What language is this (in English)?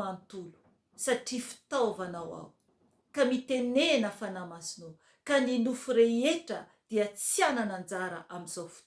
Malagasy